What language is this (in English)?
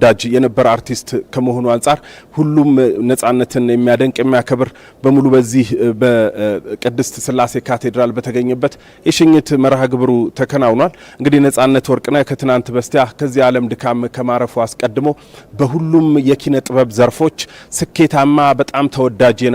Amharic